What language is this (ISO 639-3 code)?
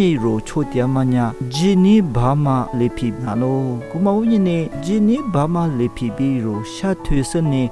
lis